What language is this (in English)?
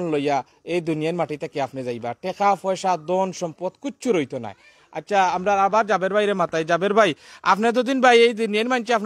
Sylheti